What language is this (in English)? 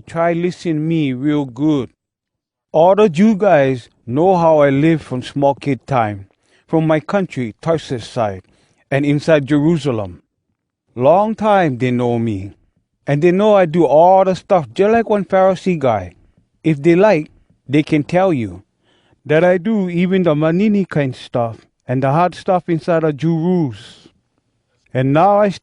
Hawai'i Creole English